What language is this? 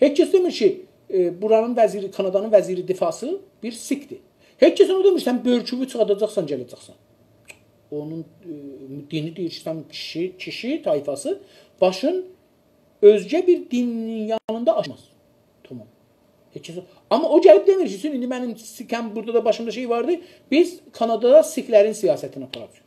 South Azerbaijani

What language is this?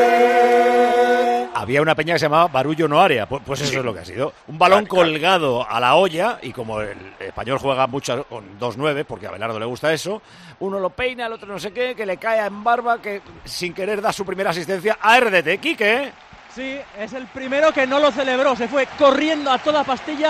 Spanish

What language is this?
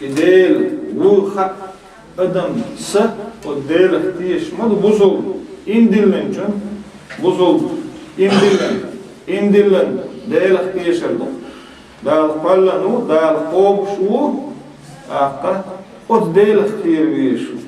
Chechen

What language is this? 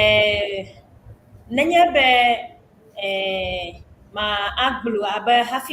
Ewe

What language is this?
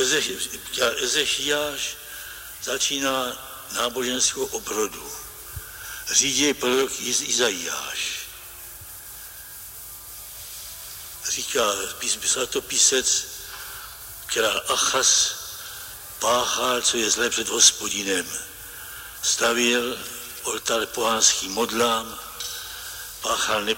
Slovak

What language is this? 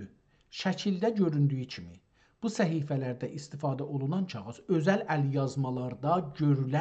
South Azerbaijani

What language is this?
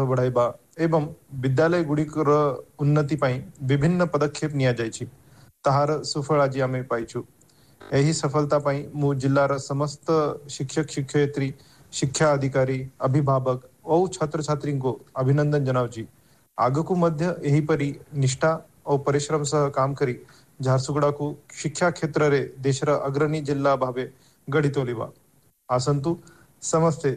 Odia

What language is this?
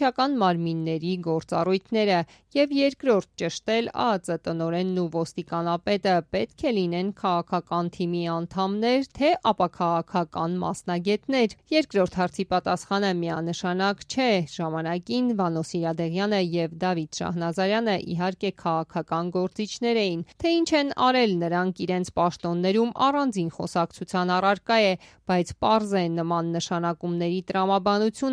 Armenian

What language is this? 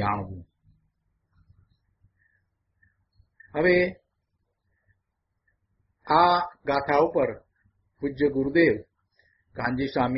Gujarati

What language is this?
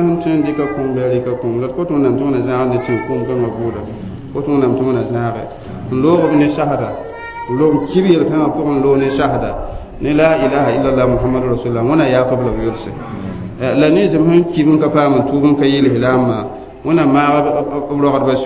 Mossi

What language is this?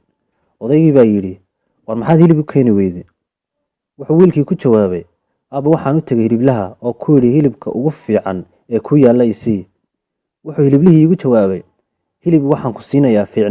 Somali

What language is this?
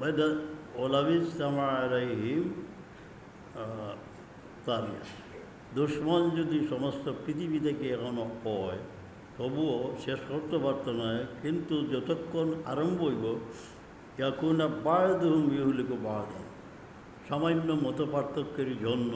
Sylheti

